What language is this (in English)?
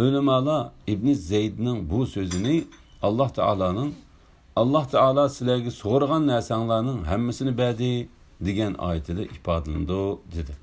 Uyghur